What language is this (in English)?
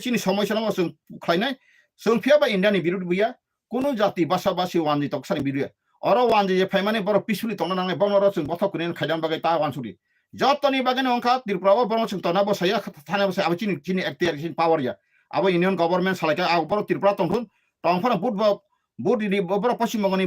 Kok Borok